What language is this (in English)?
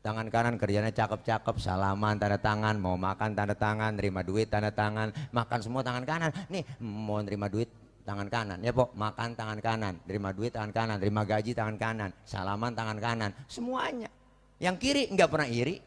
Betawi